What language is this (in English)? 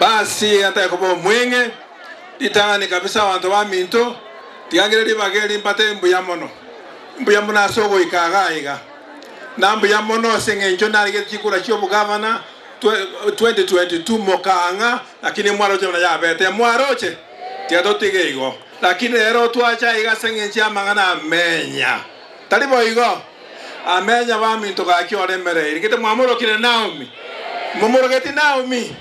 Gusii